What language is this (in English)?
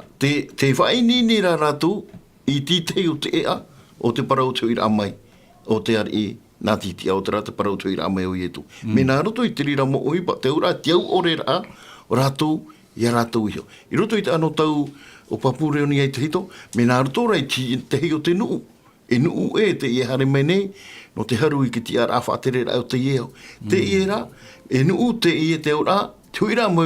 Tahitian